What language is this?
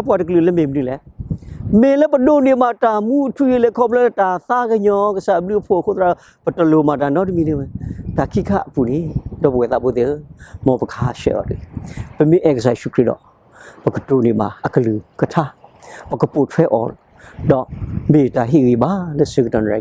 S'gaw Karen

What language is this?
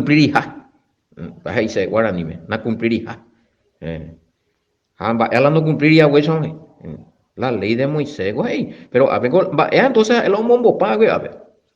Guarani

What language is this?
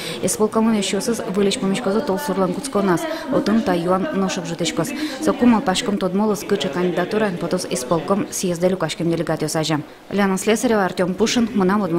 Udmurt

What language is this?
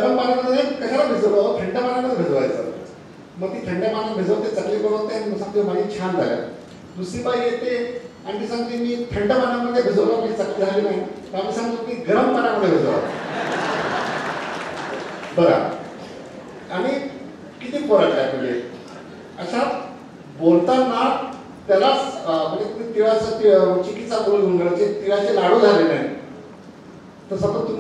Marathi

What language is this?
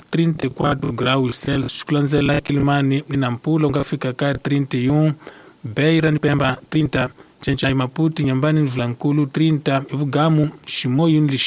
Tsonga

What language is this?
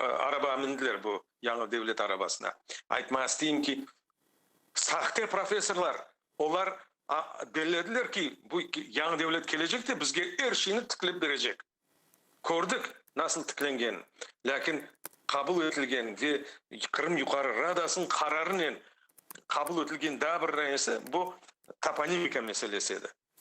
Crimean Tatar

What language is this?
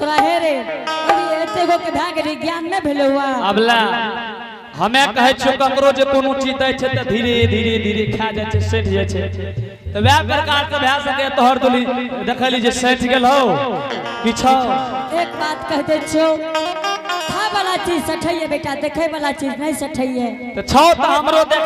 Angika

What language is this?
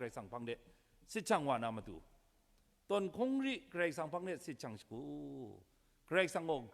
Kachin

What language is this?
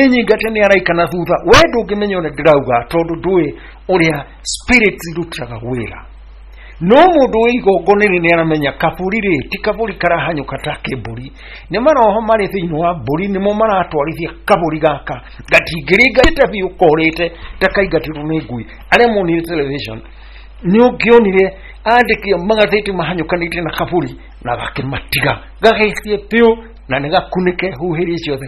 Kikuyu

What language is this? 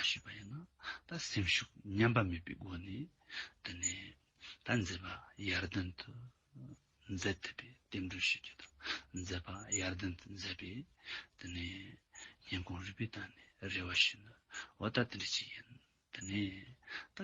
Tibetan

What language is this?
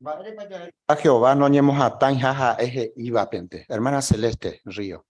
Guarani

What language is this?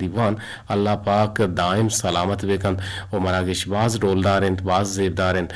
Eastern Balochi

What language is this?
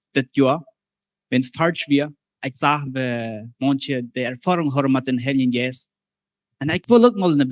Plautdietsch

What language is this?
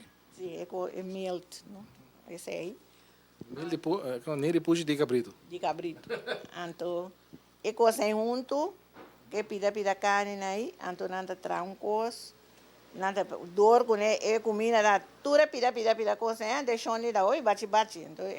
Papiamento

